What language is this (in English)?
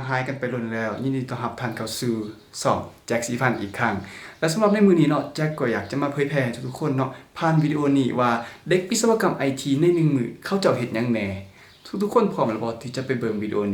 Lao